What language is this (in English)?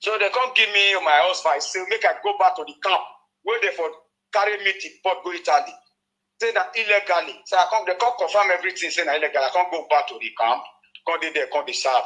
Nigerian Pidgin